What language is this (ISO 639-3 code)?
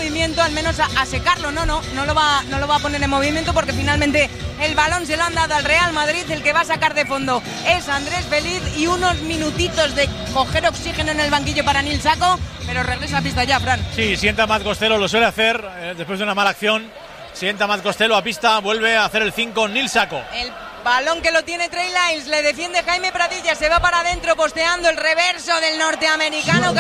spa